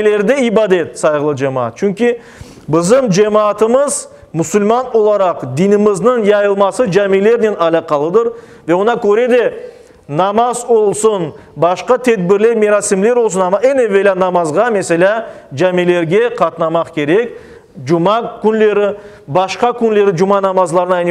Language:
Crimean Tatar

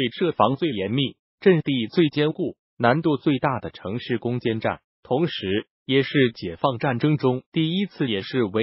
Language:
Chinese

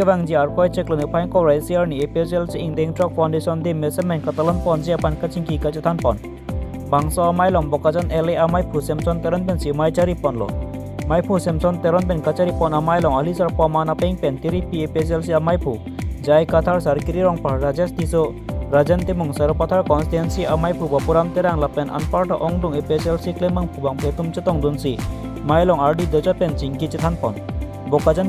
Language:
Karbi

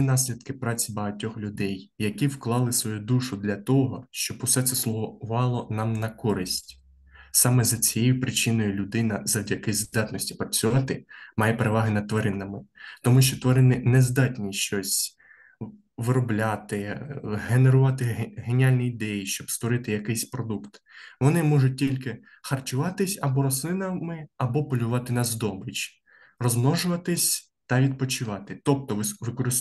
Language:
Ukrainian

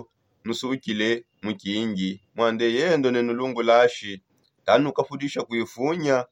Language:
Songe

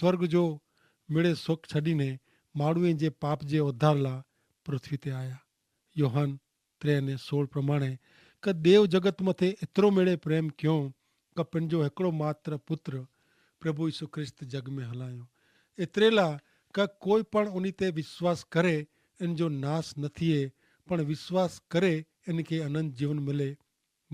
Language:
Kachhi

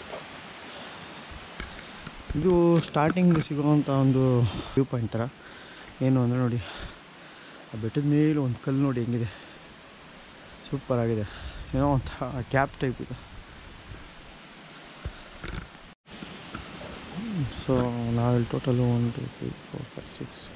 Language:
Kannada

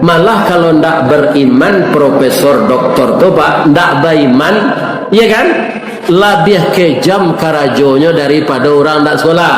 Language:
Minangkabau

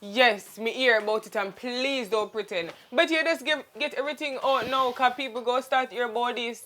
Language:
Jamaican Creole English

